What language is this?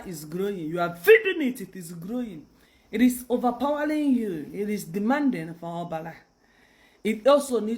Igbo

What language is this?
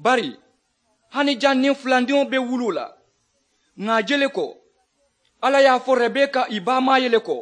Mandingo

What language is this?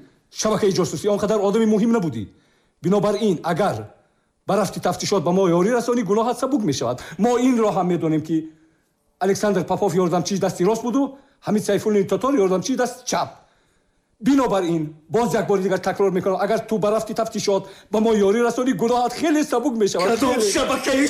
Tajik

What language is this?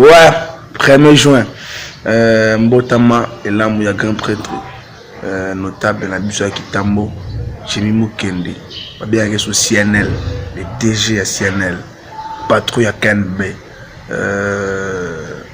Lingala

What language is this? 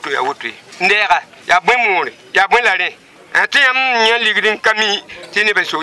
Mossi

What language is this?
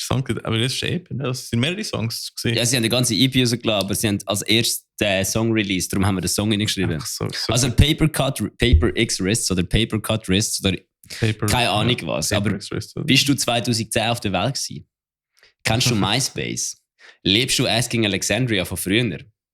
Swiss German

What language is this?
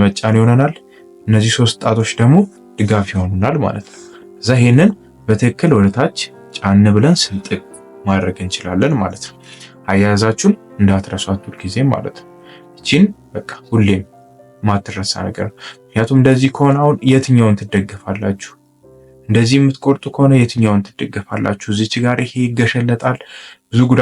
Amharic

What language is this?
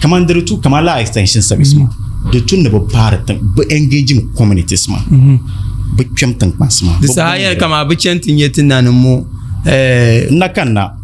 Dagbani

